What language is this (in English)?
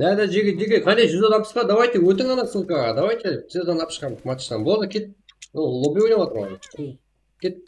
Kara-Kalpak